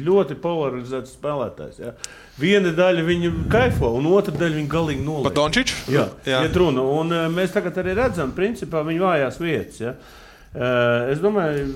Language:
Latvian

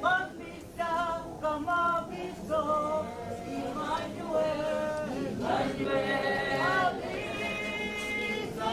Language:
Tswana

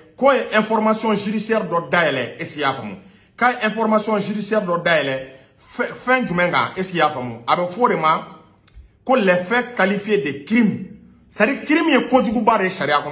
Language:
Bambara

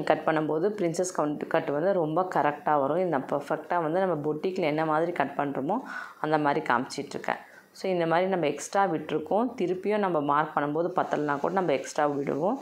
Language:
Tamil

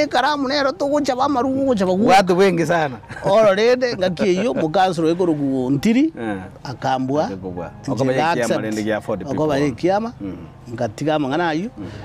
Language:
Gusii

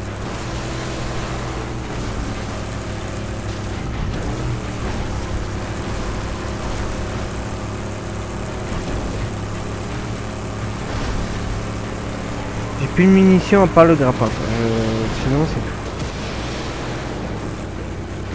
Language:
French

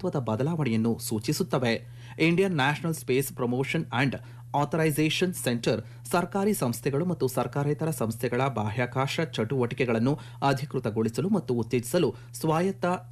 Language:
Kannada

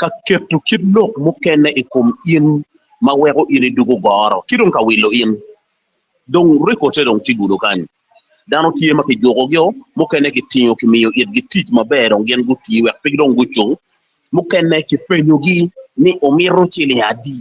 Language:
Acoli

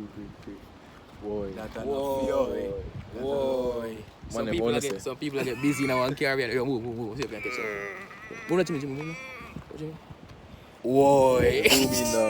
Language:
Jamaican Creole English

